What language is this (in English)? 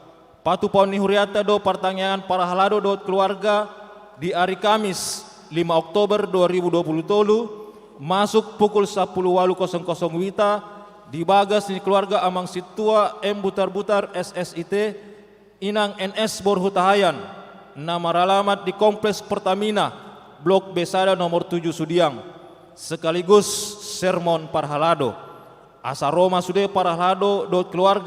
Batak Toba